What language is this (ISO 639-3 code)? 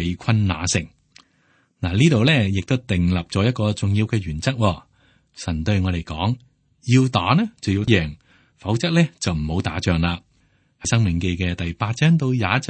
yue